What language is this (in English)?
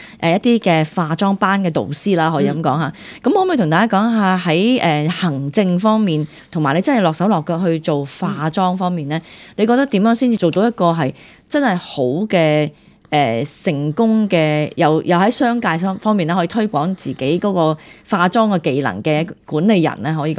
Cantonese